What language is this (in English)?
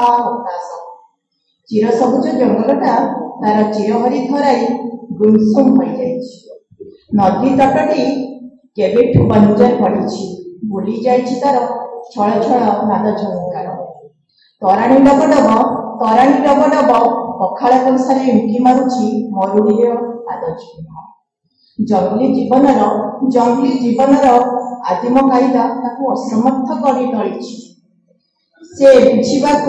Odia